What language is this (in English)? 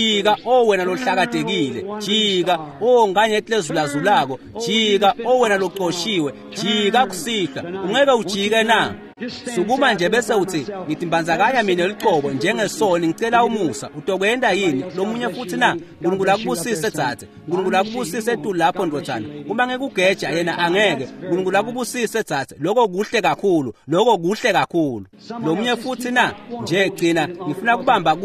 Swati